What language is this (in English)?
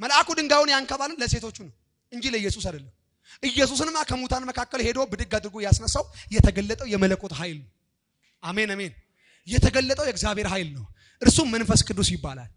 Amharic